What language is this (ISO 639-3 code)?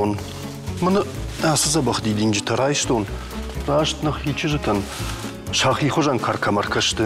oss